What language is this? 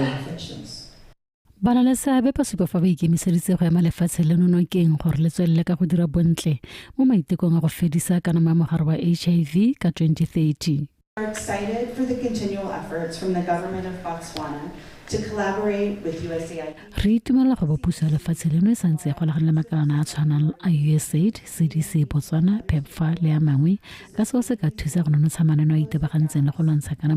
Tswana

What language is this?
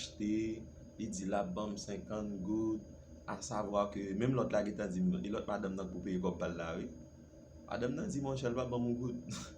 Haitian Creole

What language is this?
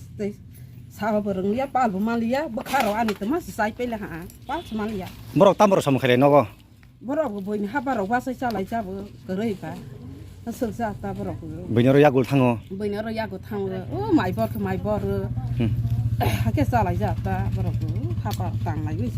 Kok Borok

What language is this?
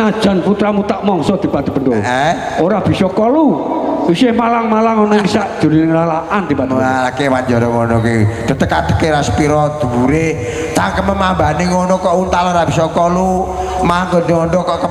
Javanese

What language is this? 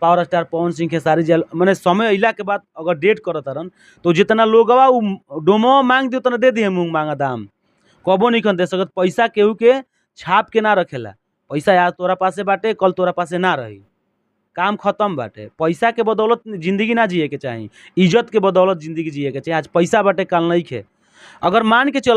Bhojpuri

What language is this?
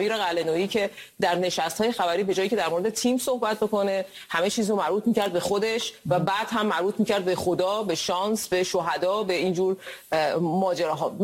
Persian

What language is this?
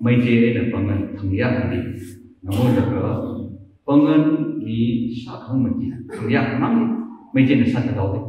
Tangkhul Naga (India)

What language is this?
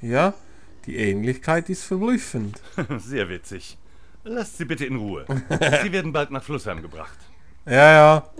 Swiss German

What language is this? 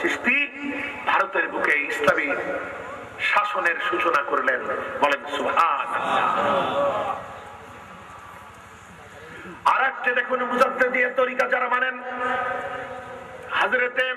Bangla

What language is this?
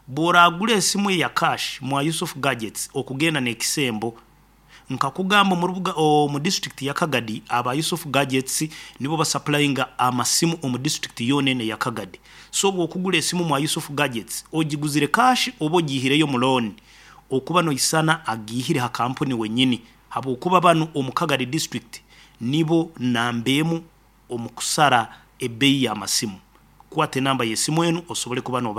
Nyankole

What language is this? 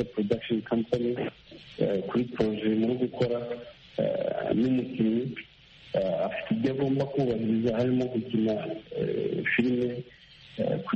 Kinyarwanda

